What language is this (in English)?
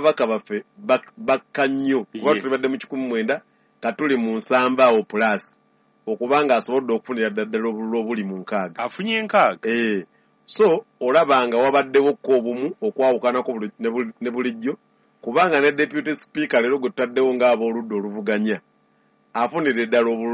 Ganda